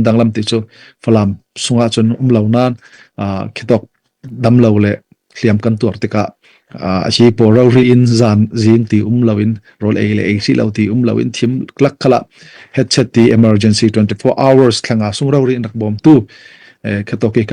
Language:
Falam Chin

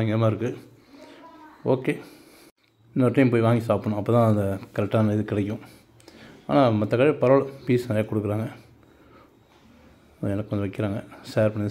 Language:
Tamil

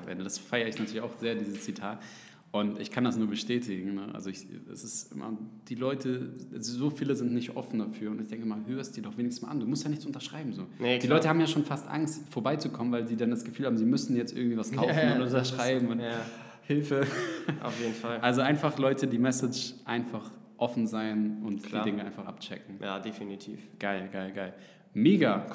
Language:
German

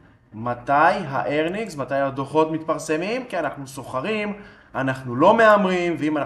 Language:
Hebrew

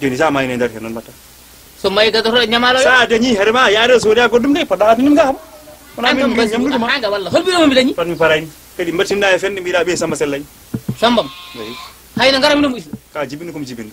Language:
Fula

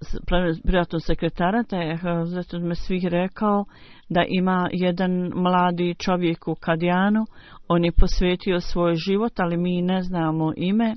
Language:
Bosnian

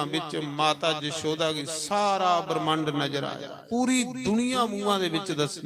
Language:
Dogri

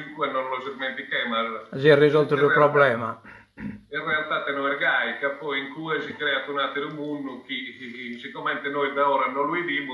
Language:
Sardinian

